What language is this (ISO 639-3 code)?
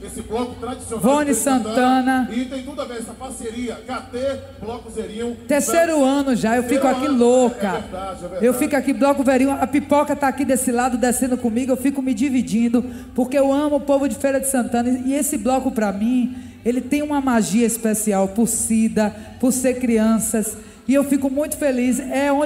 por